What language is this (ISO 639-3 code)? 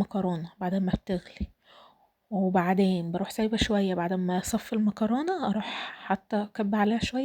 arz